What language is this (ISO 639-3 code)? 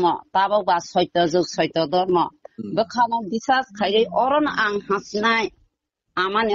trp